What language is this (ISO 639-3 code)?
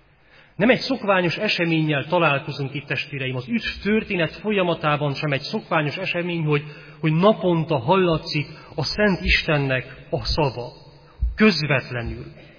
hun